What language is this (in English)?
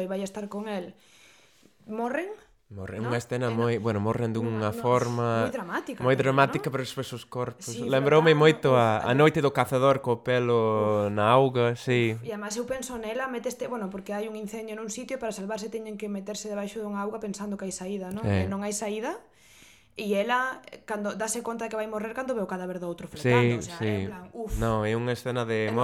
Galician